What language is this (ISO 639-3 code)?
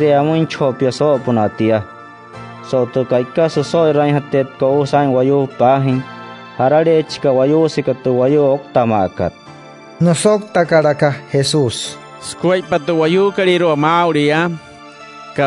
guc